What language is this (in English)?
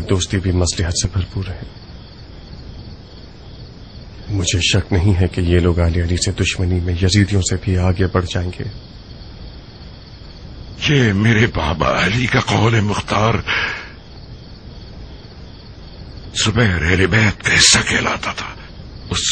Urdu